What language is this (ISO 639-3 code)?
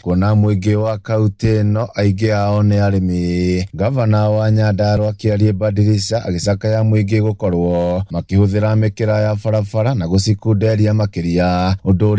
kik